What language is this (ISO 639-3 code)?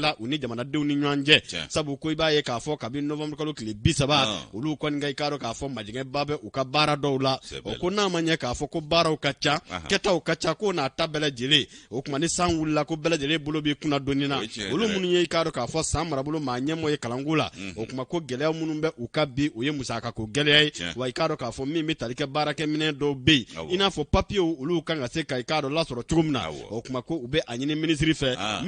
bam